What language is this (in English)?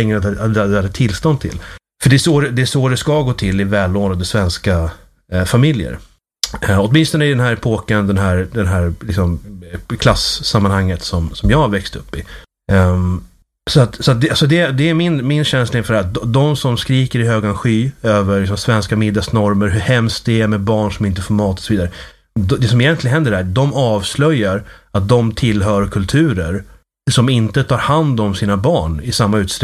Swedish